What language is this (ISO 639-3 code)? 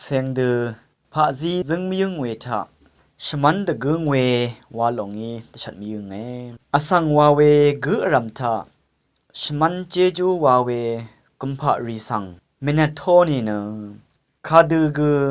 raw